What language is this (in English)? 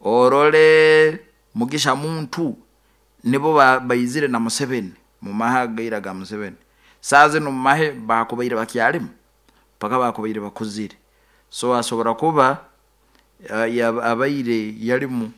Nyoro